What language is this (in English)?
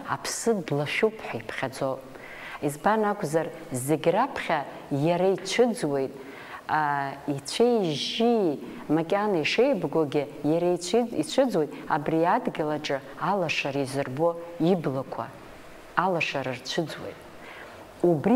Abkhazian